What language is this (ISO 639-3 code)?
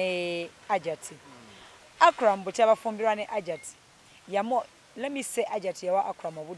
lug